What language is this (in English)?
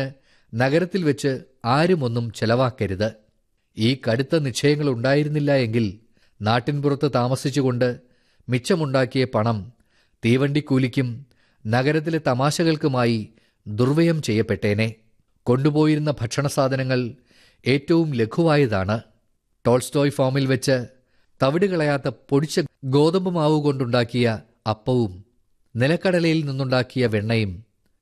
Malayalam